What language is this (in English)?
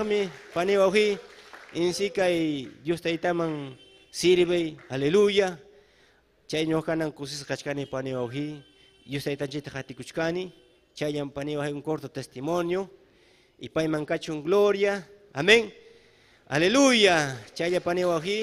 Ayacucho Quechua